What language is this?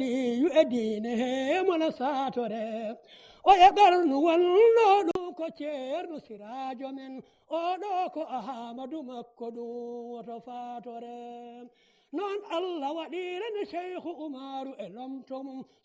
Fula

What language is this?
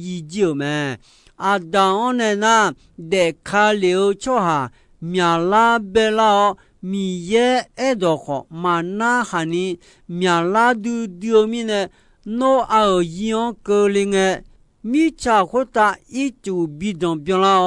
Akha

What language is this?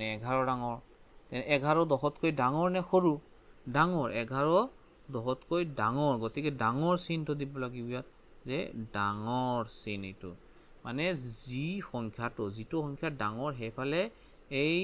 Assamese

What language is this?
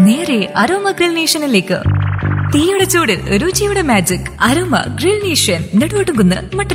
Malayalam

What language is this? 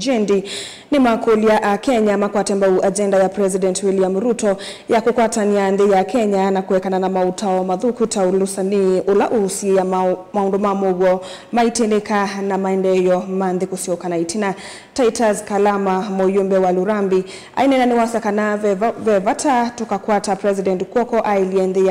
Kamba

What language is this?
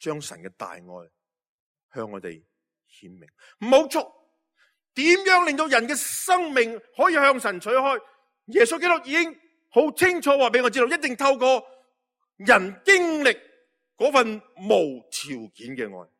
Cantonese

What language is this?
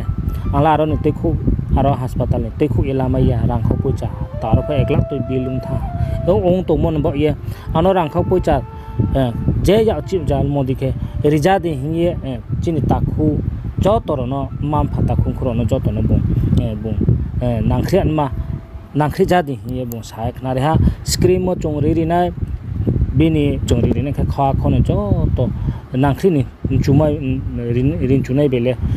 Riang (India)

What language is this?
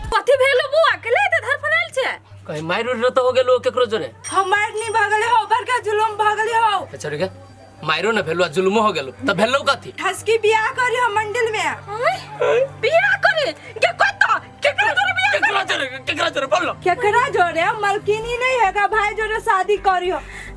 Maithili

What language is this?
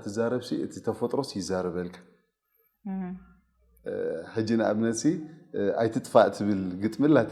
Tigrinya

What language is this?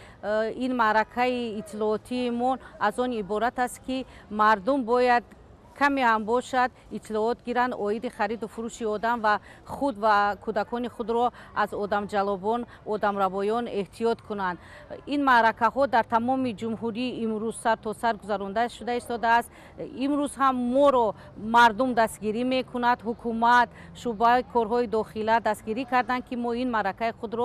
Tajik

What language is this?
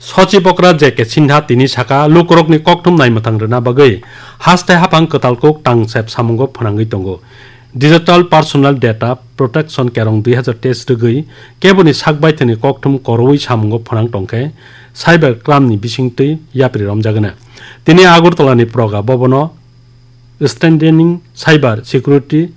Kok Borok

